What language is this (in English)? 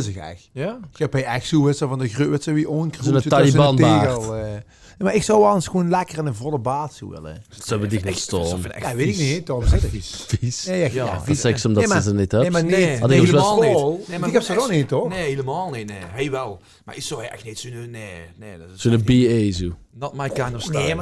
Limburgish